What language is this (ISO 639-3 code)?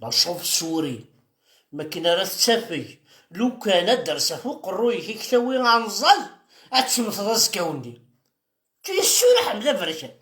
kab